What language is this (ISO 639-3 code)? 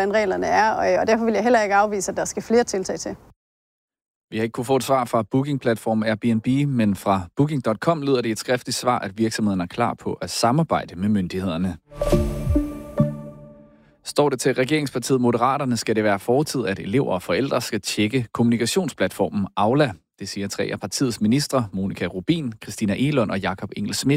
dan